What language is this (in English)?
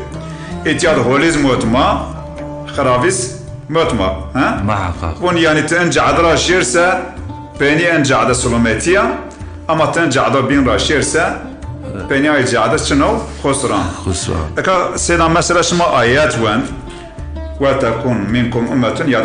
Zaza